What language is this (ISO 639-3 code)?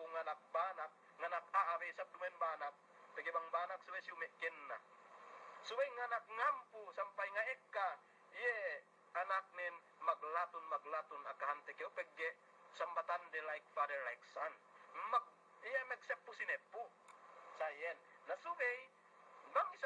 yka